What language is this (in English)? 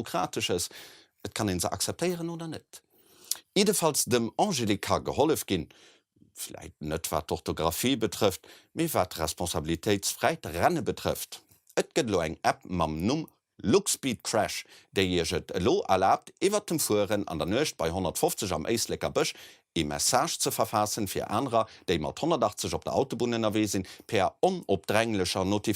Luxembourgish